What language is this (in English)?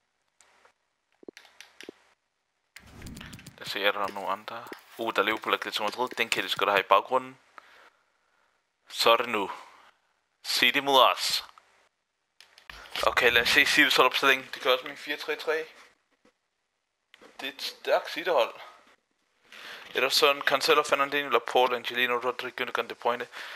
Danish